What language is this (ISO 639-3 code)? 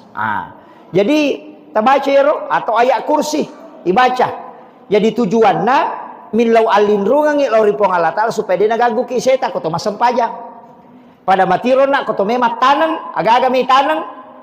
bug